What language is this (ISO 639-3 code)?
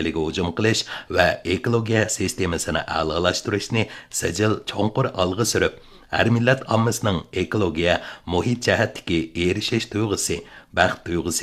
uig